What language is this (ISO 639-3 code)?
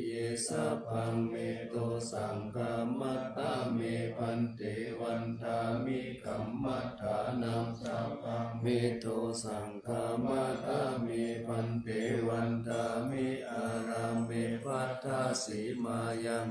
pli